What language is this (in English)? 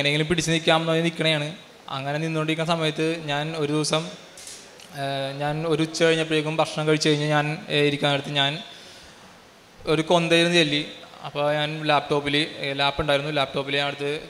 Malayalam